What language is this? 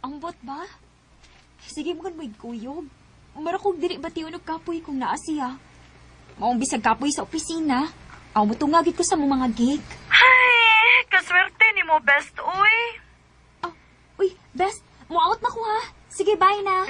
Cebuano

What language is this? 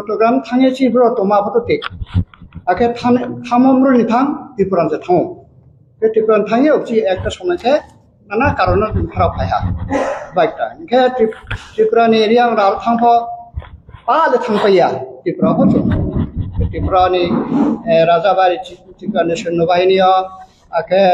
Riang (India)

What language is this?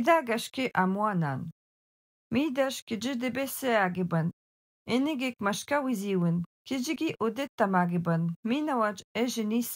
Algonquin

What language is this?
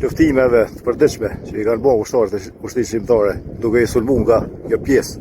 Albanian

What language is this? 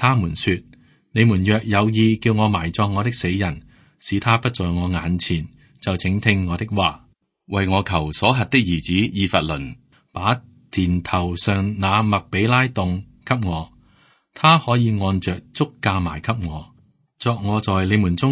Cantonese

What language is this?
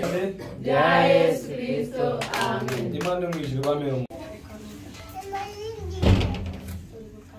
Kinyarwanda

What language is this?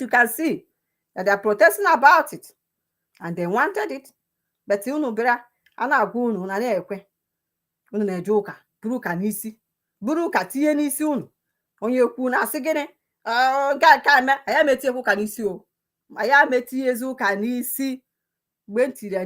Igbo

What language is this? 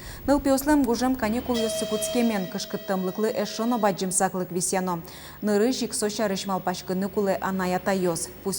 Udmurt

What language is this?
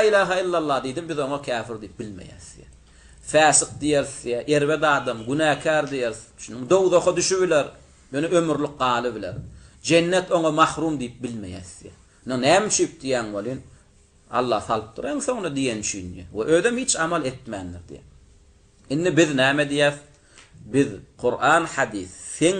Turkmen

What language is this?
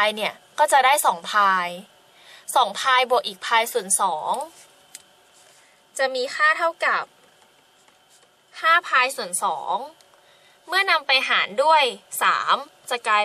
Thai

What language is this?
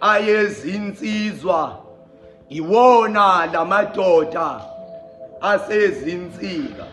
Zulu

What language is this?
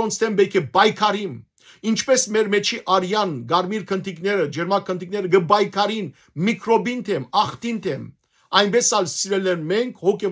Western Armenian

